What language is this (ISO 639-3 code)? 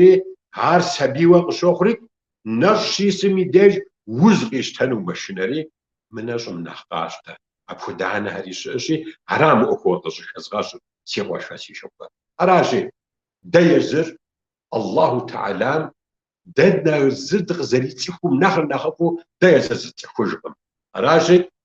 kbd